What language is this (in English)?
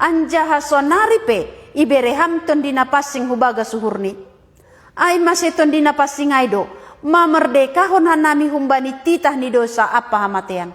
Batak Simalungun